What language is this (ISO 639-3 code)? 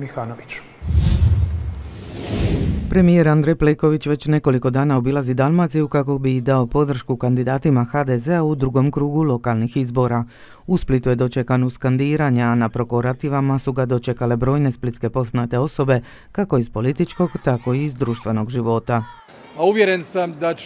hrv